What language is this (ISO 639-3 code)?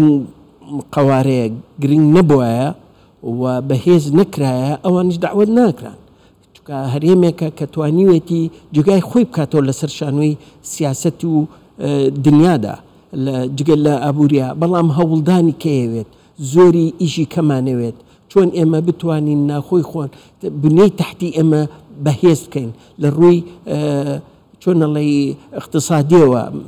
ckb